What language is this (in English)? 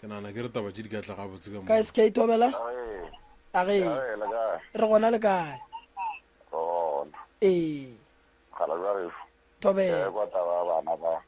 Northern Sotho